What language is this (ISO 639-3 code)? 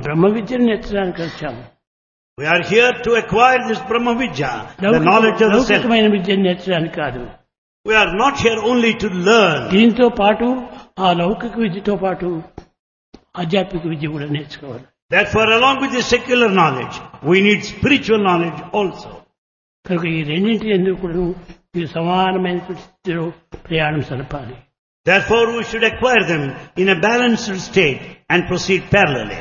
tel